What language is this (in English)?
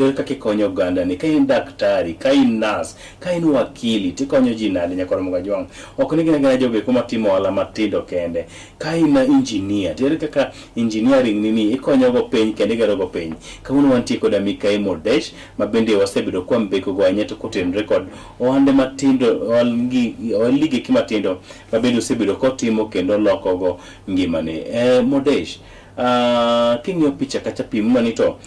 Luo (Kenya and Tanzania)